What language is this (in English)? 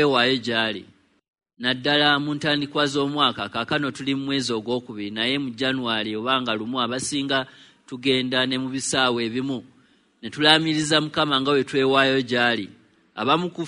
Ganda